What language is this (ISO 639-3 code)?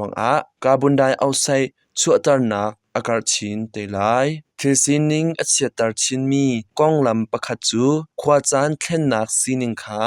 cnh